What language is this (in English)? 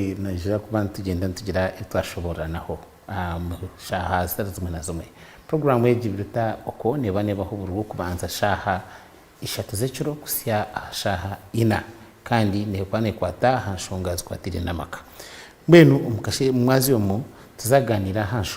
Nyankole